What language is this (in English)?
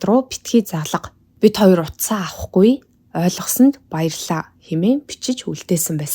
Mongolian